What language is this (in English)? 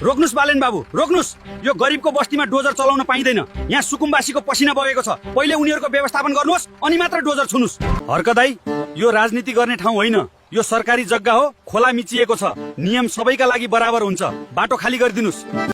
Nepali